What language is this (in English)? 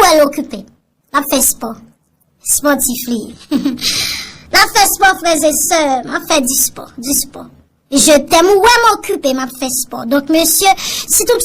Haitian Creole